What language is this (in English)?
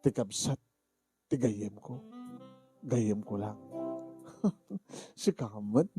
Iloko